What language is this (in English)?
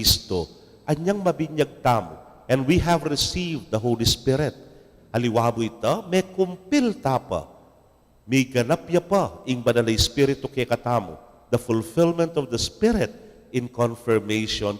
Pampanga